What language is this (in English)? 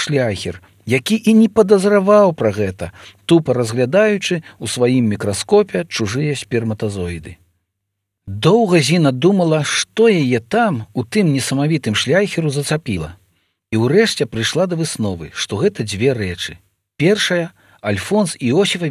Belarusian